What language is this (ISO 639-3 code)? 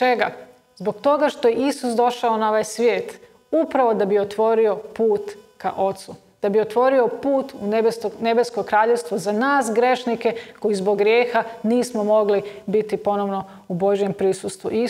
hrv